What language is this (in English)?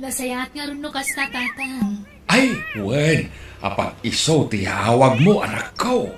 Iloko